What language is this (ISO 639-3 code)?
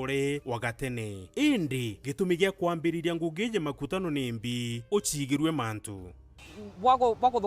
mer